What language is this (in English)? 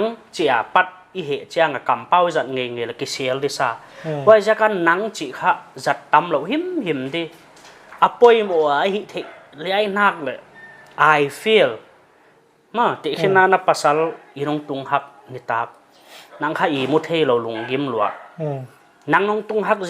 Paite Chin